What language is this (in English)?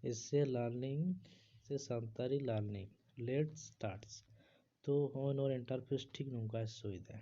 Santali